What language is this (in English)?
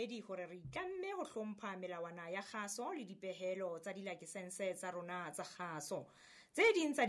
Southern Sotho